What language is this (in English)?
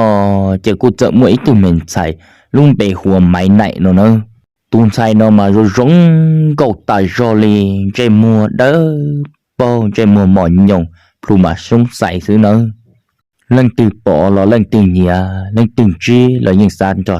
Hmong